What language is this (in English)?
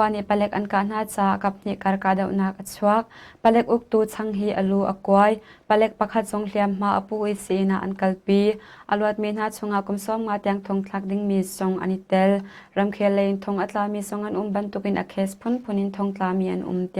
Hakha Chin